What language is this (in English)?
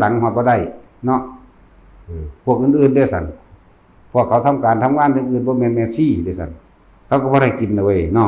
Northeastern Thai